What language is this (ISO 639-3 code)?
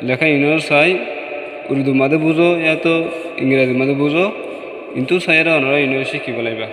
rhg